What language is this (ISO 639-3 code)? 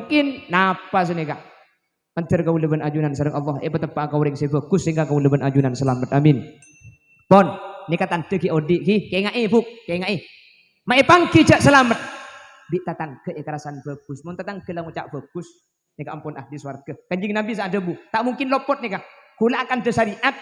mad